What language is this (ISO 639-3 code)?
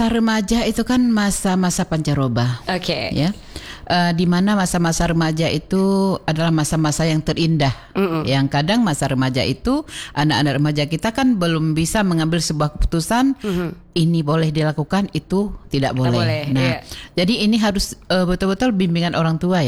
ind